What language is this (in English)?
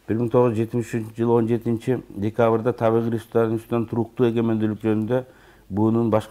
Kyrgyz